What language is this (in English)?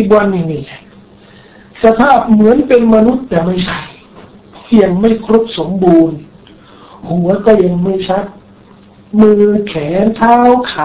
Thai